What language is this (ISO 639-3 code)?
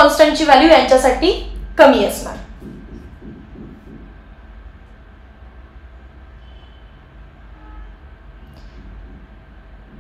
mar